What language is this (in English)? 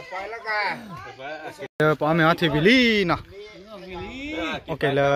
S'gaw Karen